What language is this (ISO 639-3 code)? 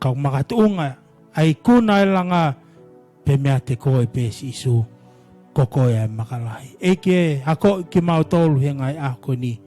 ton